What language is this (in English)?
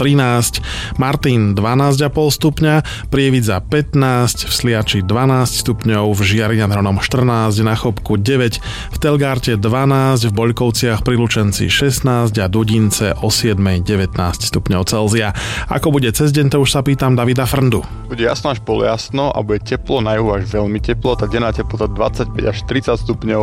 Slovak